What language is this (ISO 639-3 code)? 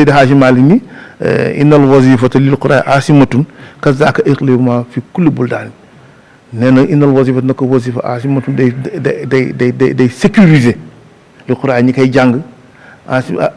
wol